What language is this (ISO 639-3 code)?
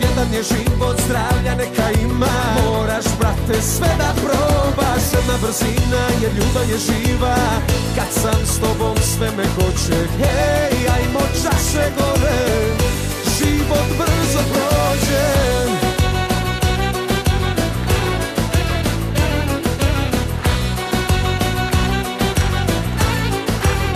srp